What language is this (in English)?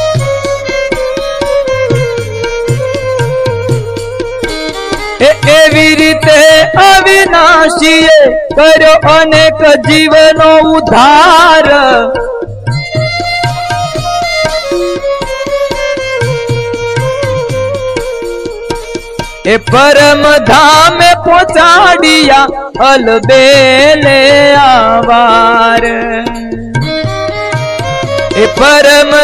Gujarati